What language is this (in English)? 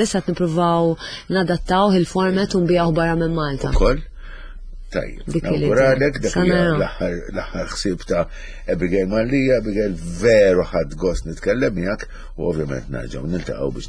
Maltese